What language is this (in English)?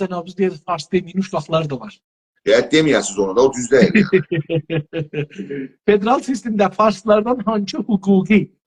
South Azerbaijani